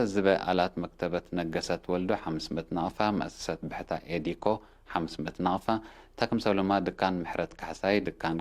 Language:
Tigre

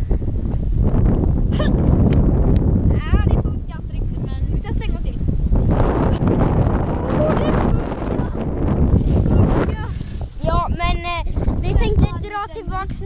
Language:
Swedish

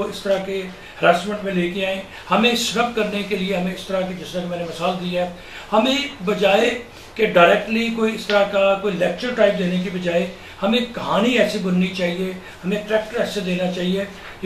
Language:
Urdu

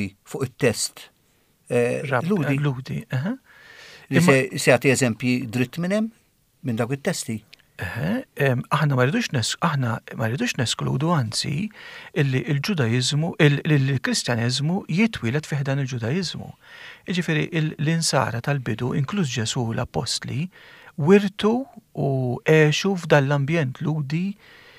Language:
Maltese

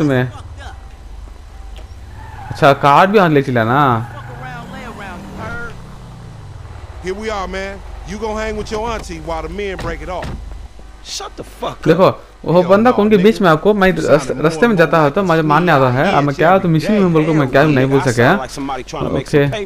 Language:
Hindi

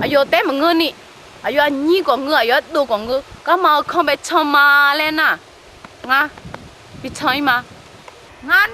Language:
Akha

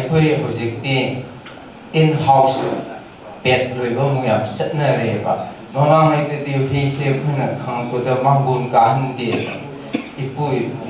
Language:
Manipuri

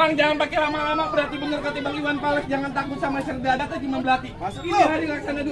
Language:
Betawi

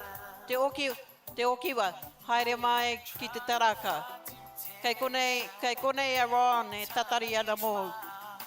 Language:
Māori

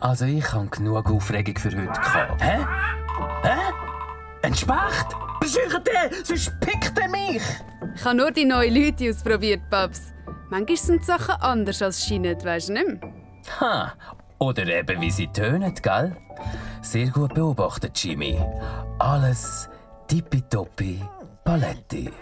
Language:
Swiss German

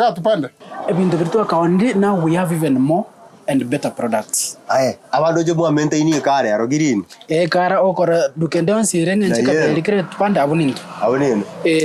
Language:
Gusii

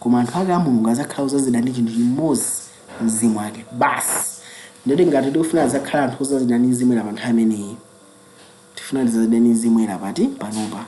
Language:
Nyanja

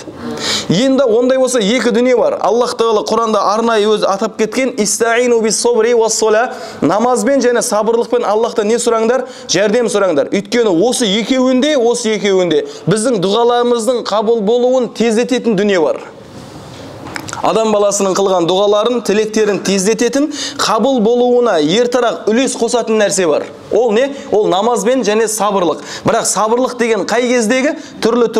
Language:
Kazakh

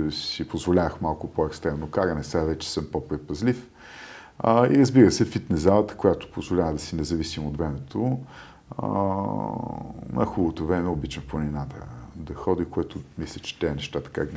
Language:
Bulgarian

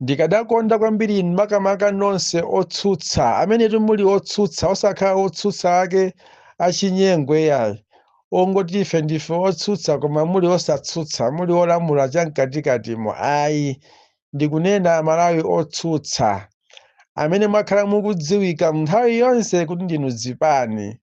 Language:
Nyanja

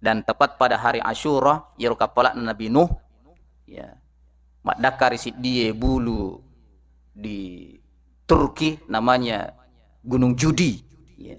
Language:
Buginese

